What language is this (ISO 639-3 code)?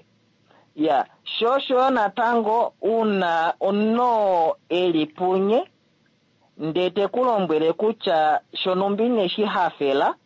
kua